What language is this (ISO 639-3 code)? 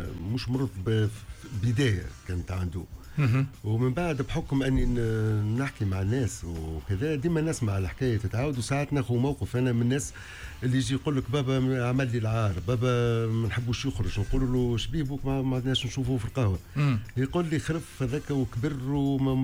aeb